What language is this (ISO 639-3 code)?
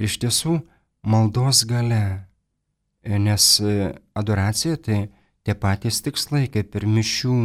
lit